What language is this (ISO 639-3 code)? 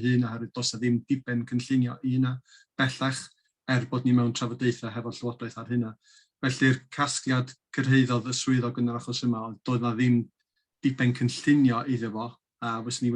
cym